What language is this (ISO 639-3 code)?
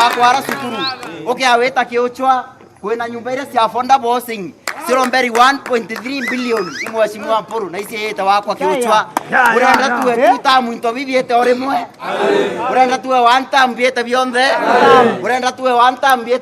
mer